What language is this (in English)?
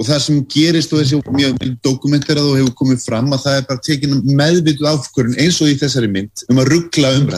Icelandic